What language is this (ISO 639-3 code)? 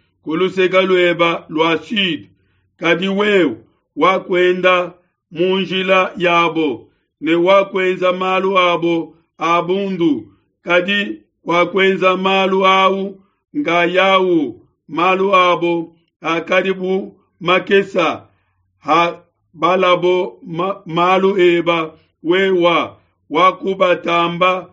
lua